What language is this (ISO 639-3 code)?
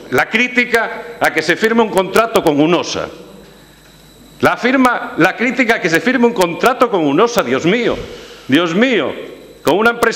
spa